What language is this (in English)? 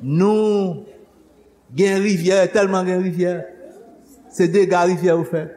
Haitian Creole